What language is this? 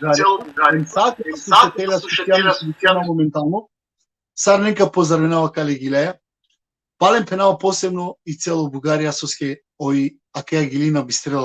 Balkan Romani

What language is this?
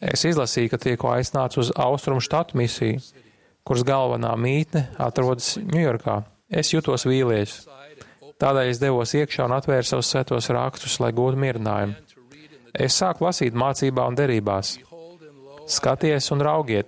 Latvian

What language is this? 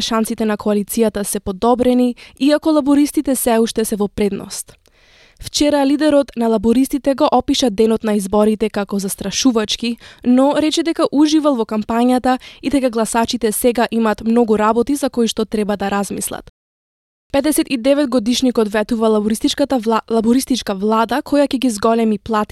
Macedonian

